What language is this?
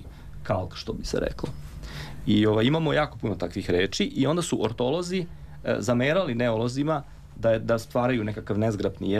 Serbian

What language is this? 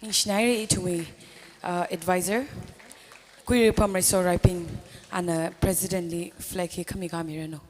Tangkhul Naga (India)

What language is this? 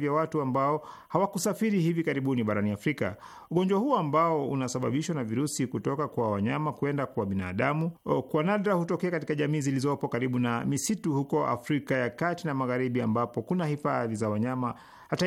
Swahili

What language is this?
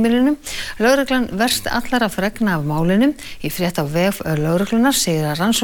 Icelandic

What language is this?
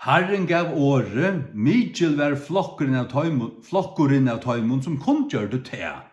Faroese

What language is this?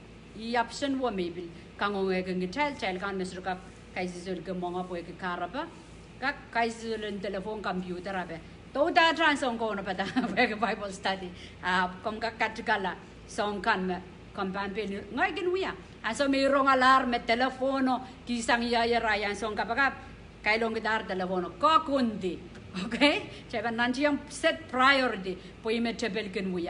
Pohnpeian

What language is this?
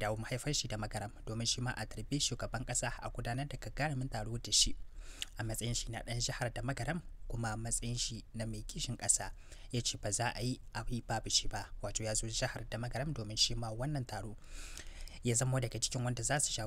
Hausa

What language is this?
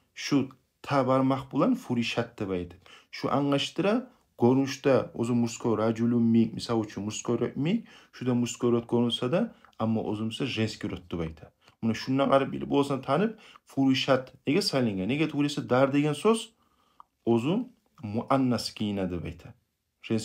Kumyk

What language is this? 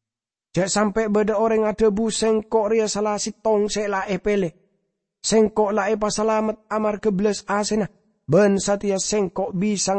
Madurese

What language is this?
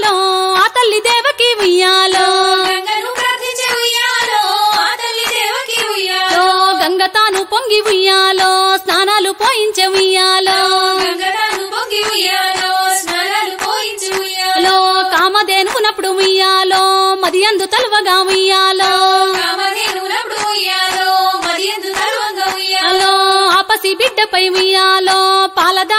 Telugu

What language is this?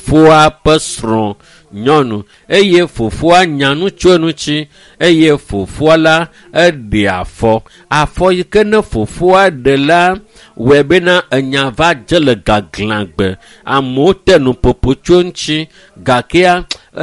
Ewe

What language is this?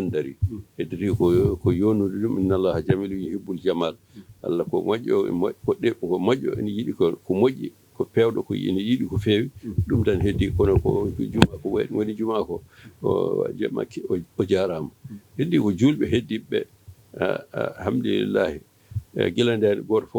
Fula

